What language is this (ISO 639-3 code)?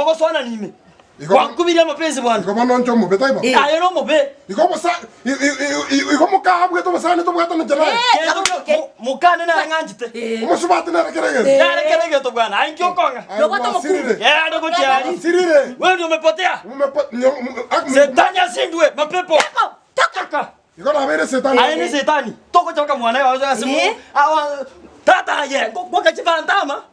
guz